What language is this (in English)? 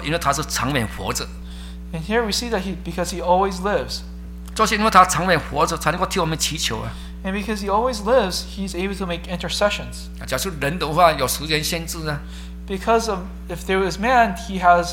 Chinese